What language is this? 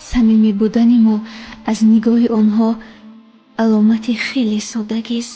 Tajik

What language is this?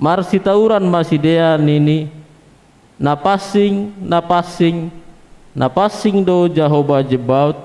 Batak Simalungun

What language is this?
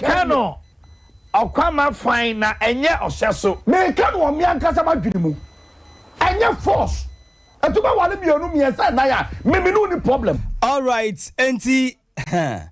Akan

